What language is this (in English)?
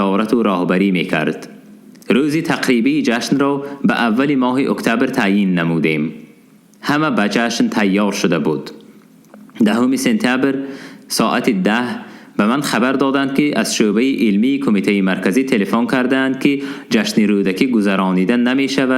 Tajik